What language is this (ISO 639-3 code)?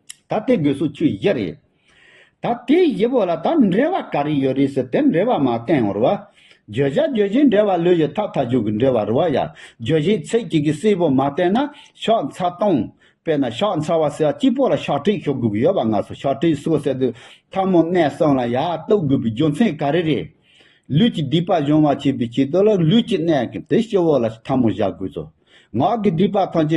bod